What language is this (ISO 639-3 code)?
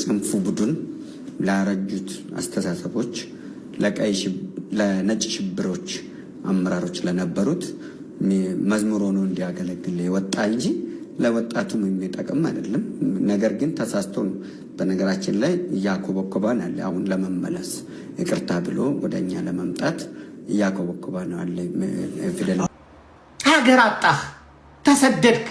amh